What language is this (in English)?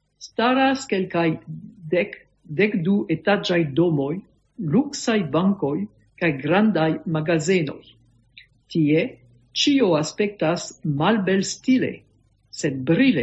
Esperanto